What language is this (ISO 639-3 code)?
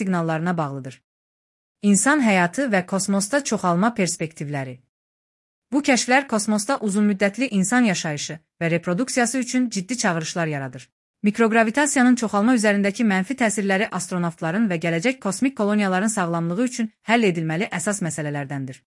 aze